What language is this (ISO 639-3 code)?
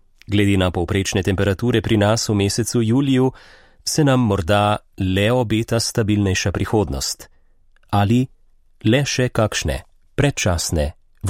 slv